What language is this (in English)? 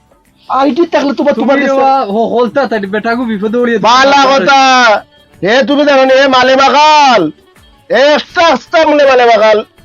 Sylheti